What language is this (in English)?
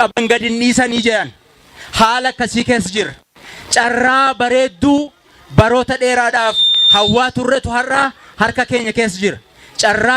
Oromo